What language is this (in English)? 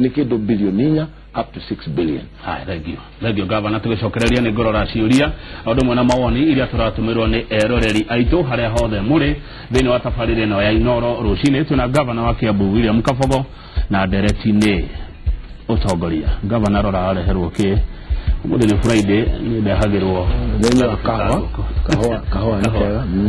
Kikuyu